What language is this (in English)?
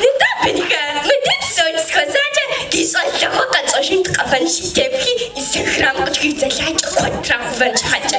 Kabardian